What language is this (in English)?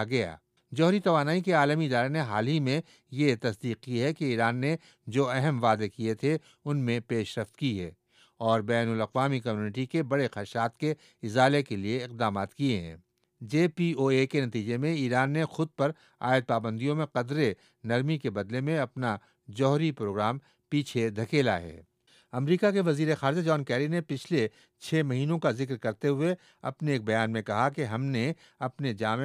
Urdu